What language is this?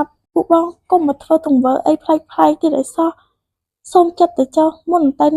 Khmer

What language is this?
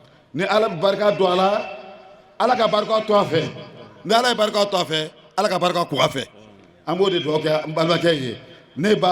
Bambara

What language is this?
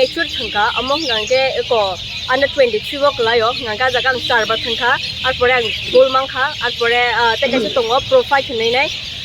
Kok Borok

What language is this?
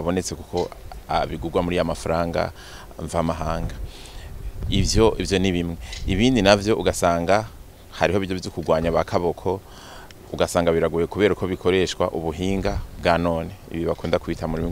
Rundi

